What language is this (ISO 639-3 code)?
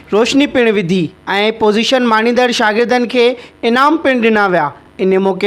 snd